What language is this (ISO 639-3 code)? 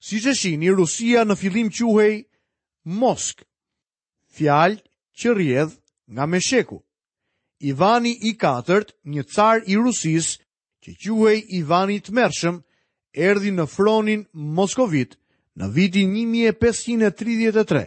sqi